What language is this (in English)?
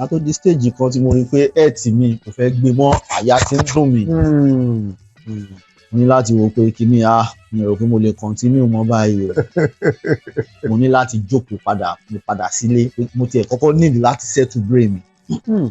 Yoruba